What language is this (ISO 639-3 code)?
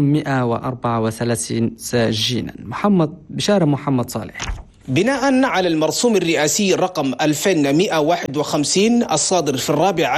ara